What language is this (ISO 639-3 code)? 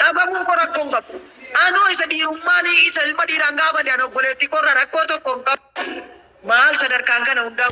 orm